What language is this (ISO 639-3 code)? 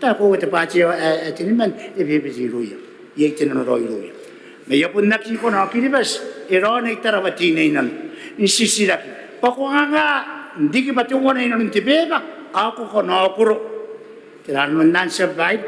gil